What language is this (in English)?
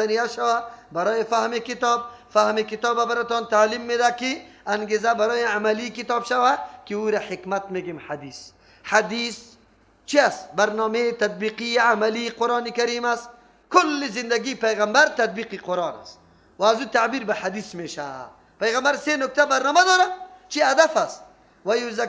Persian